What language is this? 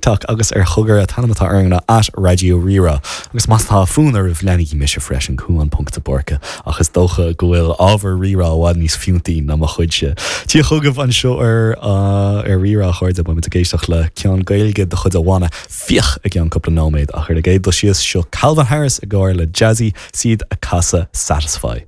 Irish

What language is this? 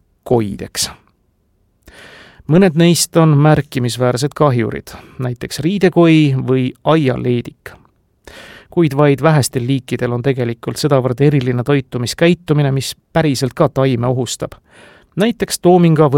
Estonian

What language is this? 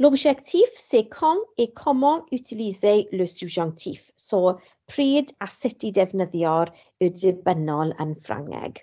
Welsh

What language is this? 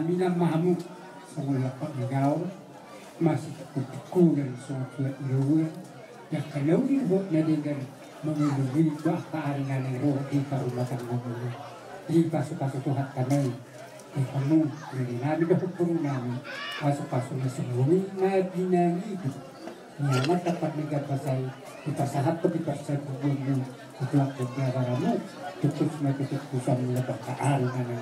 Batak Toba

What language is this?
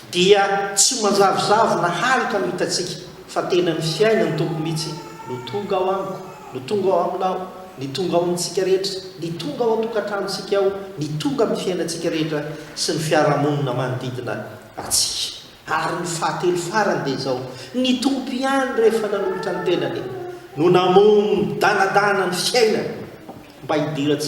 Malagasy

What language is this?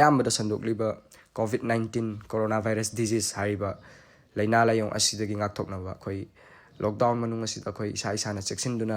Manipuri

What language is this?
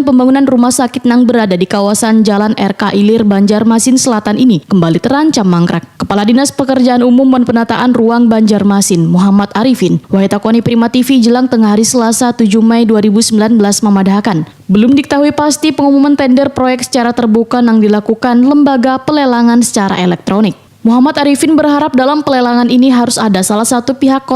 Banjar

